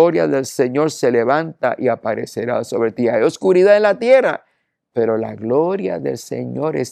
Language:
Spanish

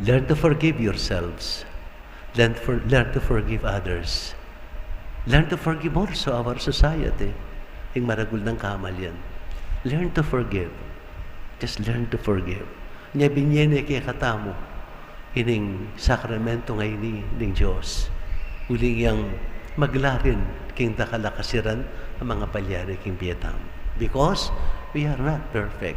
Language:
Pampanga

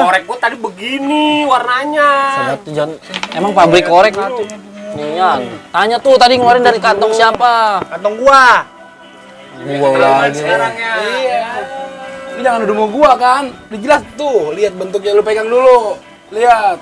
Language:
Betawi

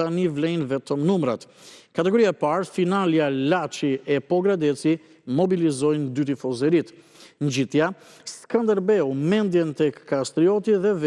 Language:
Albanian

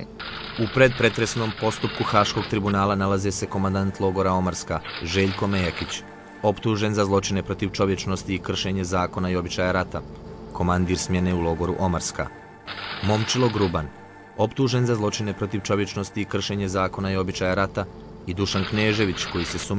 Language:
Bosnian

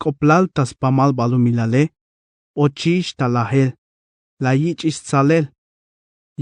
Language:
Tzeltal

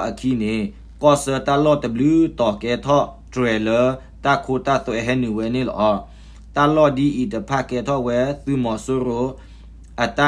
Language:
S'gaw Karen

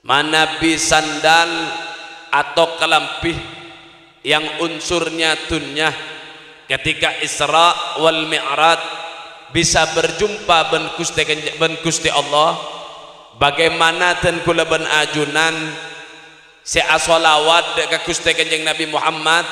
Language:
Madurese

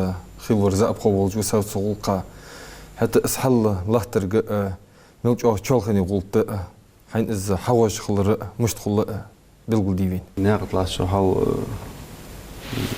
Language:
Ingush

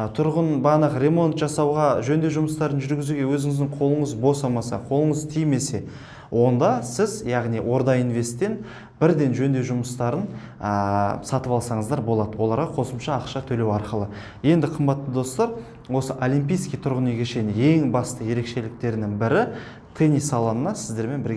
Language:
Kazakh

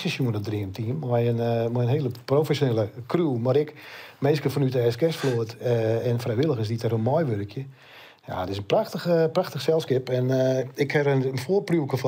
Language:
Western Frisian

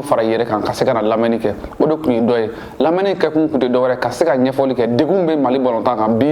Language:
Bambara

